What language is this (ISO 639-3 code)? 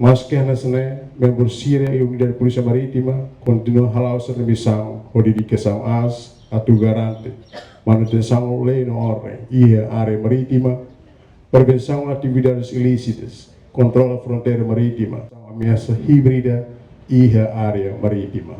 tet